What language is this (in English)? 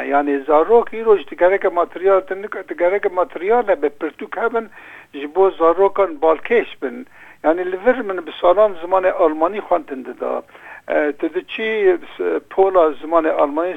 Kurdish